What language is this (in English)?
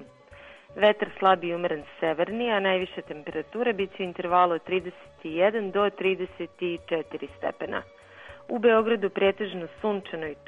Serbian